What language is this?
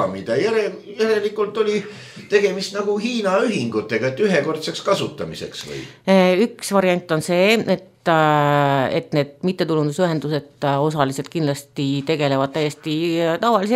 Estonian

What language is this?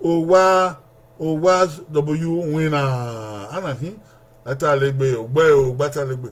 Bini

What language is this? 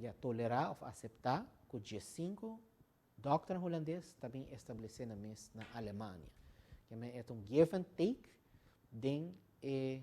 Papiamento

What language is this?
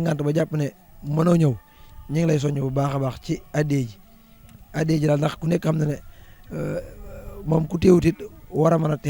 Wolof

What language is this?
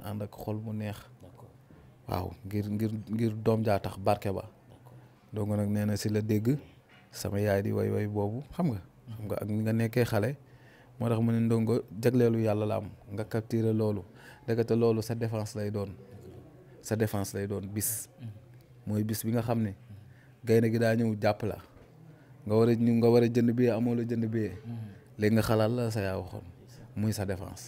Wolof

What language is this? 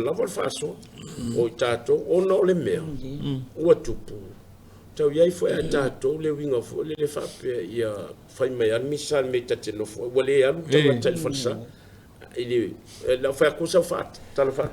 Samoan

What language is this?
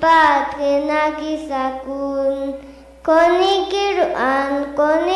Poqomchi'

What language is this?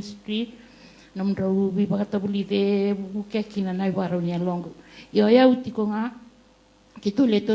Fijian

